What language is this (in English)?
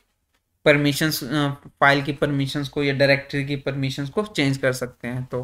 Hindi